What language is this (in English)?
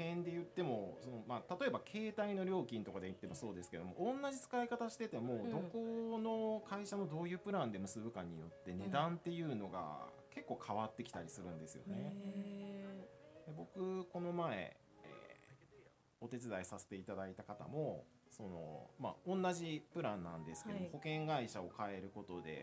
Japanese